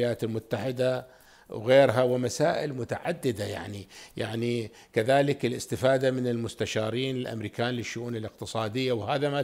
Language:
Arabic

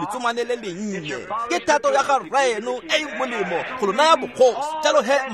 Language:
Tswana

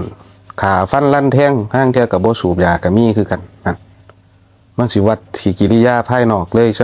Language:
Lao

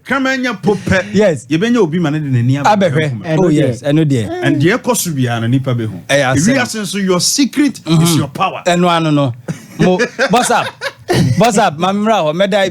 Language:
Akan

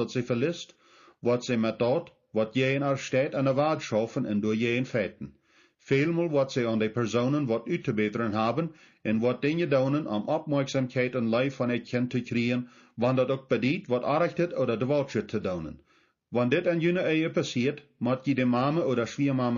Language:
Plautdietsch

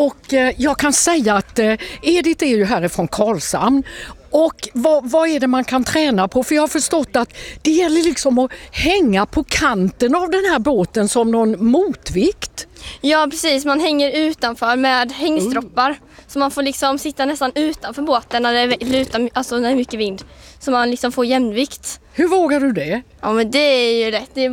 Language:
Swedish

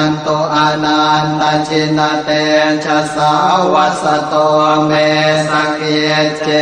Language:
Pali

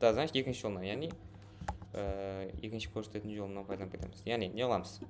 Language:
Kara-Kalpak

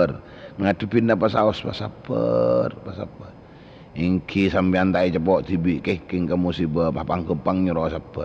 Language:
Madurese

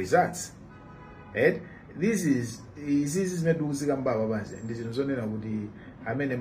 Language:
Nyanja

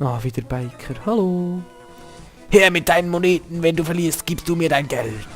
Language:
Swiss German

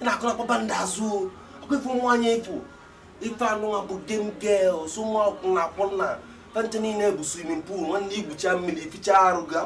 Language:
Igbo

